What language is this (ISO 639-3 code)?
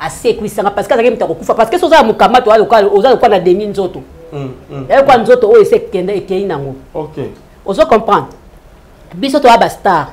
lin